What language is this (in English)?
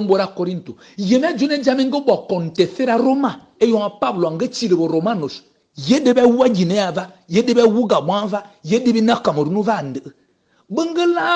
Fang